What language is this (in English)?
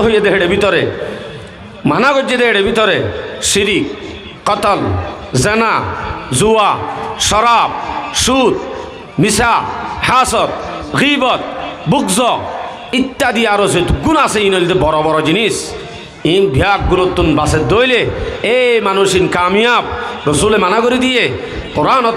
Rohingya